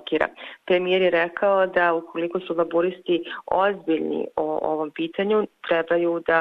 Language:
Bosnian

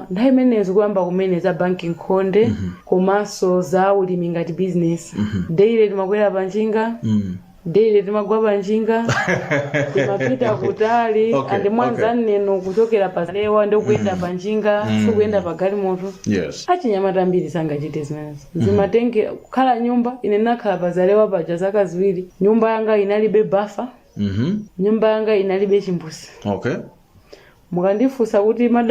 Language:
Nyanja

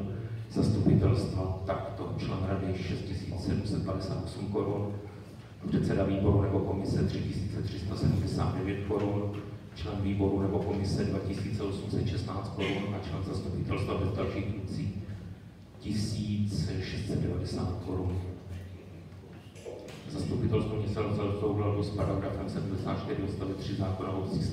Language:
Czech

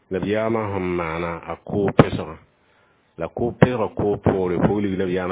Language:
Mossi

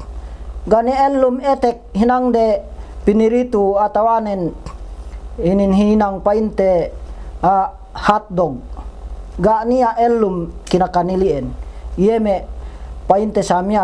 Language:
Yakan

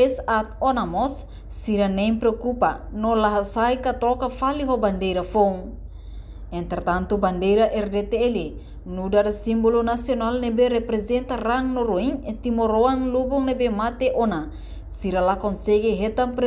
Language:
Tetum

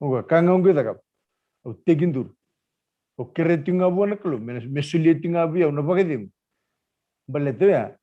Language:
Fijian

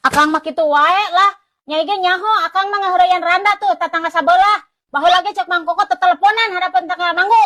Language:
Sundanese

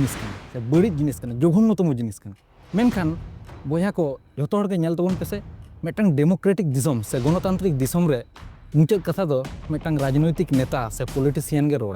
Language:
Santali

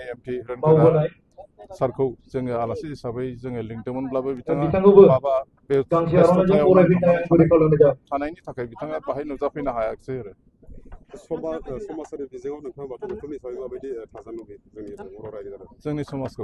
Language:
Bodo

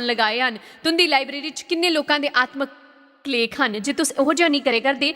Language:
Dogri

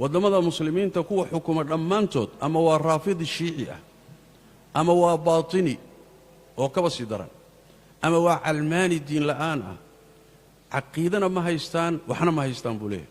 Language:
Somali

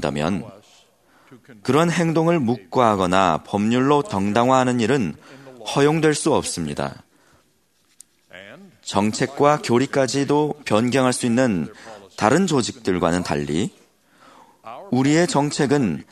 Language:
Korean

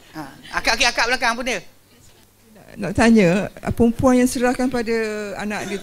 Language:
Malay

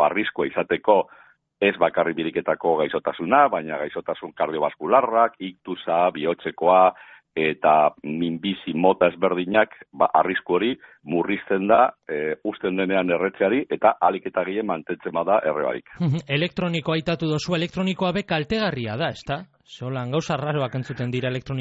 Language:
Basque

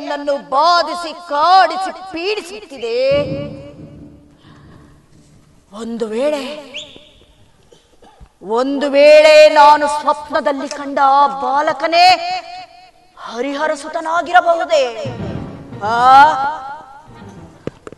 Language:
Kannada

